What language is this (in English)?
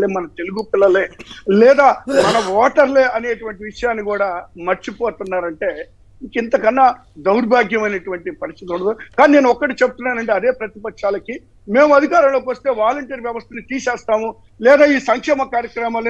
Telugu